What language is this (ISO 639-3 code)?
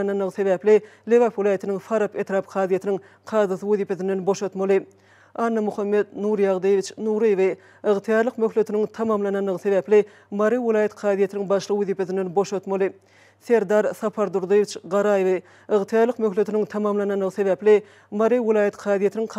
tuk